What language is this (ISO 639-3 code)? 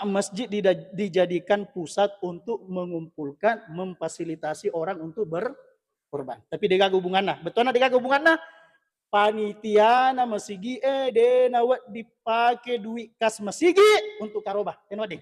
bug